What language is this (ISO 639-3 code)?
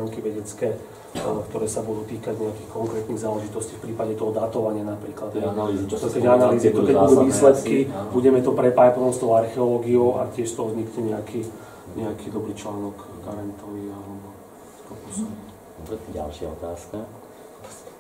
slk